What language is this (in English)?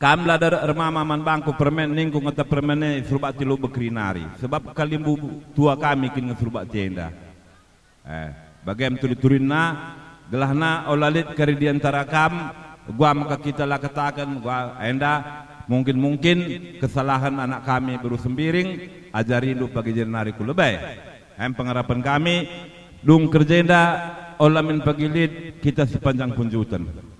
Batak Karo